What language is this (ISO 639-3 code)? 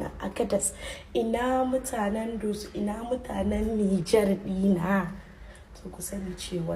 hau